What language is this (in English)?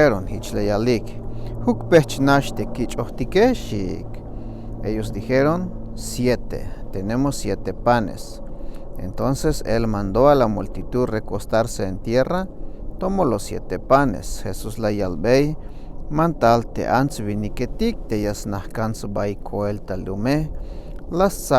Tzeltal